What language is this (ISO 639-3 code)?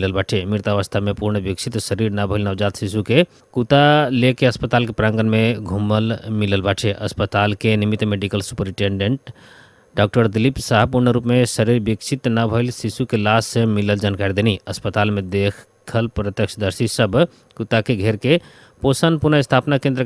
bho